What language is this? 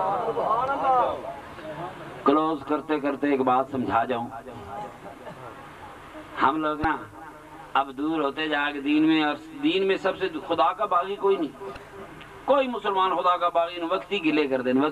Urdu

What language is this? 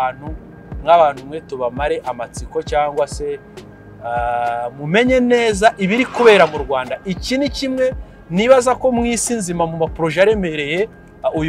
Kinyarwanda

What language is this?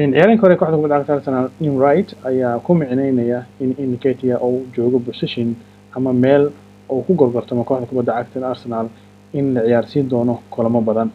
Somali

